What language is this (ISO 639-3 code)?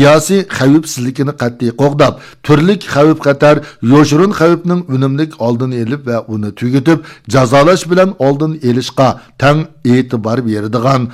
uig